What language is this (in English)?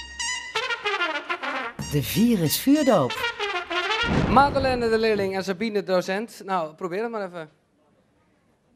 Dutch